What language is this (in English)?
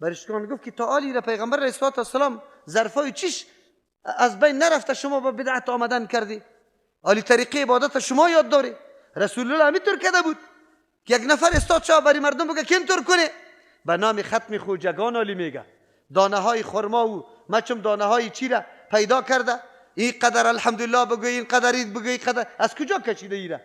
Persian